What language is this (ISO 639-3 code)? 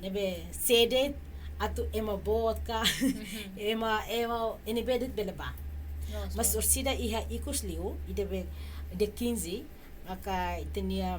tet